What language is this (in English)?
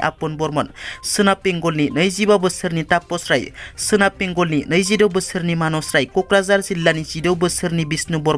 Bodo